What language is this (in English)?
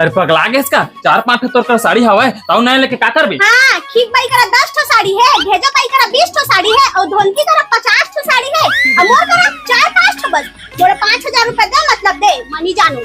Chhattisgarhi